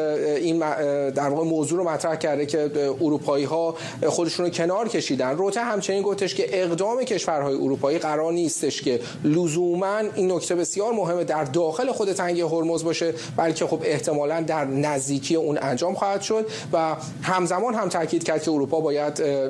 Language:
Persian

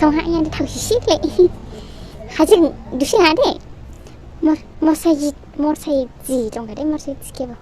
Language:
Dimasa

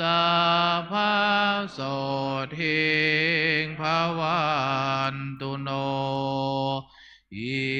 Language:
Pali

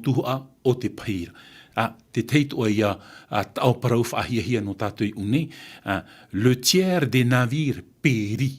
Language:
Tahitian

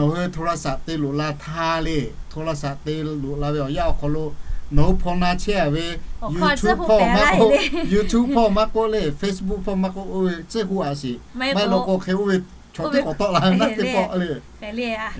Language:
Lahu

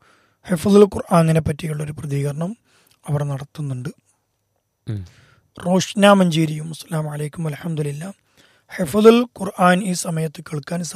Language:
Malayalam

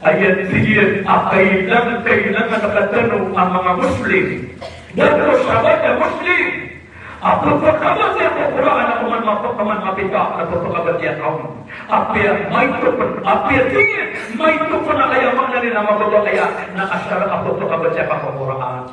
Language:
Maranao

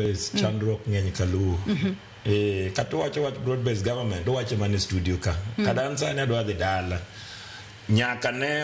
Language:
Luo (Kenya and Tanzania)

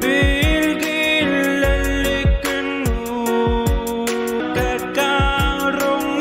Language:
Pohnpeian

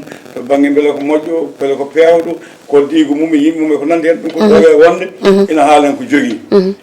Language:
Fula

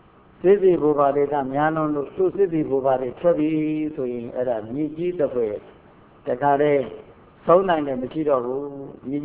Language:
Burmese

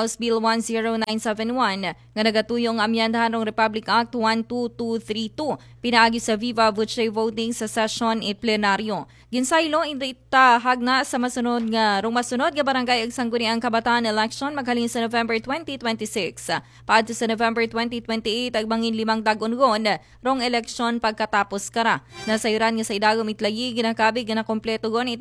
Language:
Aklanon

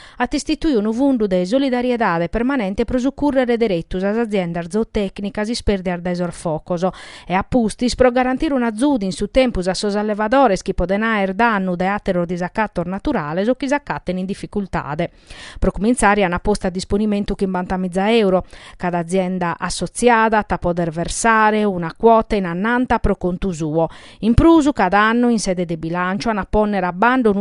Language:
Sardinian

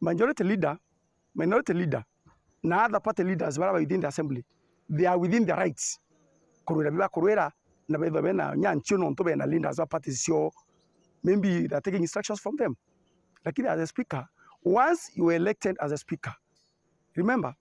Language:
Meru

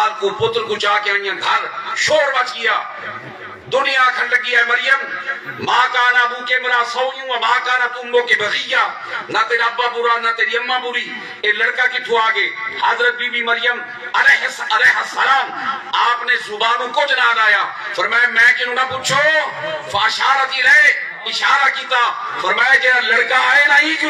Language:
Saraiki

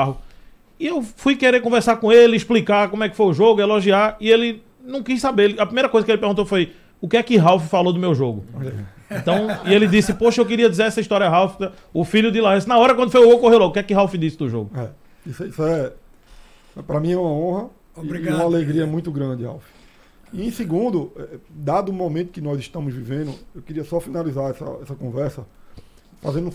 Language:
Portuguese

